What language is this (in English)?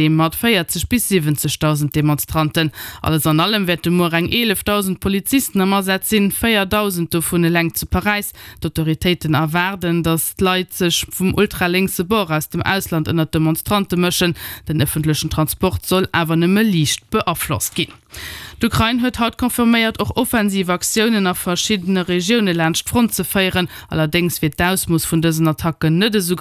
Luxembourgish